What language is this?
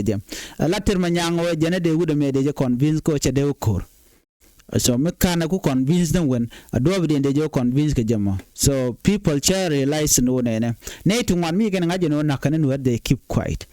Nuer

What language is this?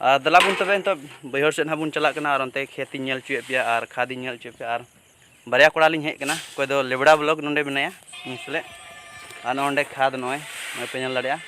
Santali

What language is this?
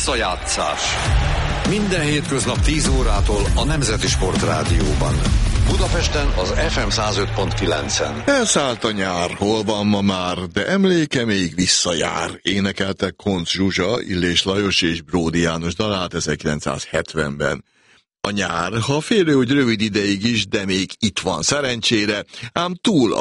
Hungarian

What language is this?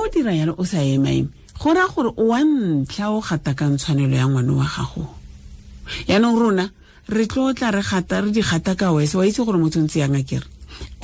Tswana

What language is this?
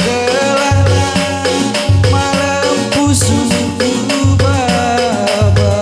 Batak Karo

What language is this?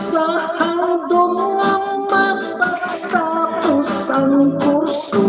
Hiligaynon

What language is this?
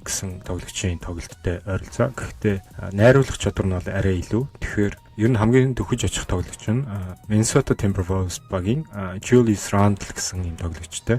Mongolian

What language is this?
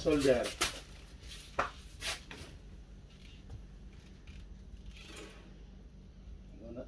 Filipino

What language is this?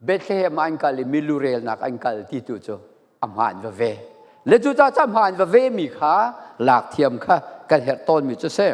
Falam Chin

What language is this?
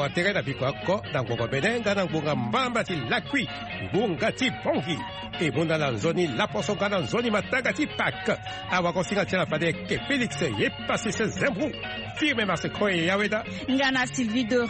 Swahili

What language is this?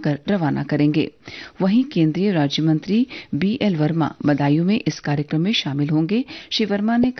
Hindi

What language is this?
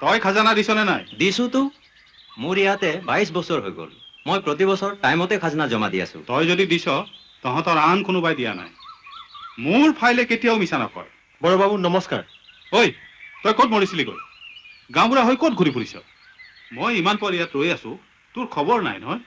Assamese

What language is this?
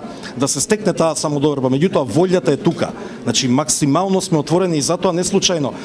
Macedonian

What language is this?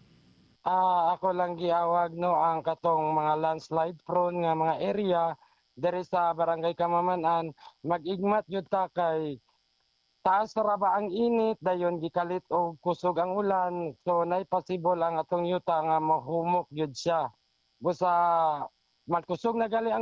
Cebuano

